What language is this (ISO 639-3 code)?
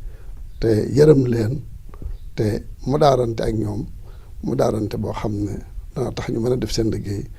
wol